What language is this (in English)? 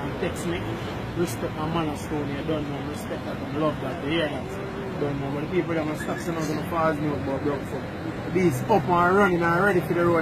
Jamaican Creole English